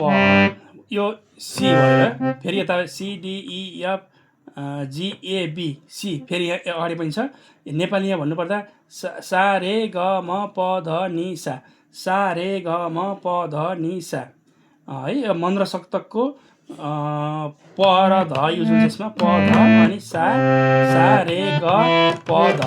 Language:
Nepali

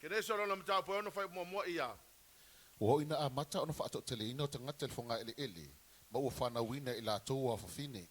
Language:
Samoan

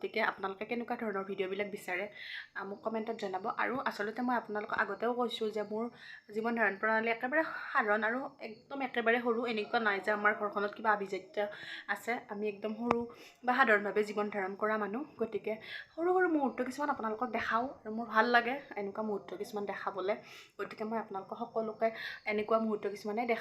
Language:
Assamese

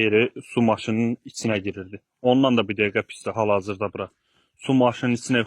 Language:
Azerbaijani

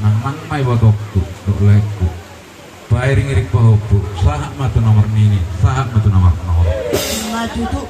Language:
Batak Toba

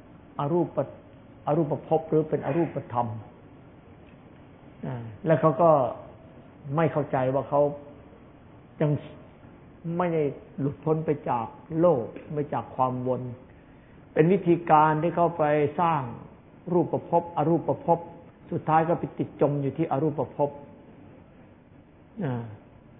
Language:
Thai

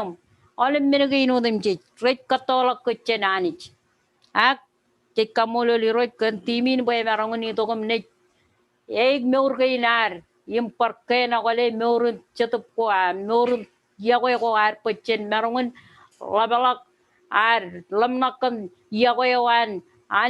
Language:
Marshallese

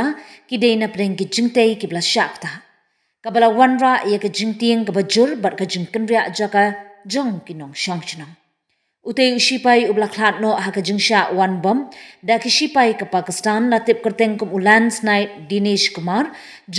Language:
Khasi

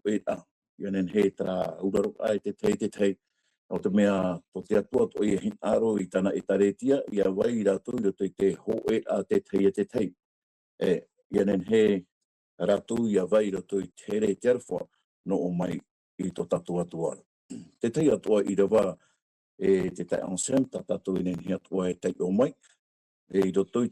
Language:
Tahitian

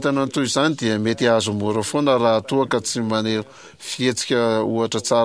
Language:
Malagasy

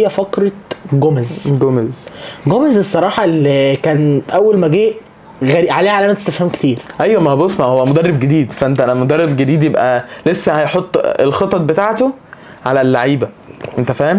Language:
Egyptian Arabic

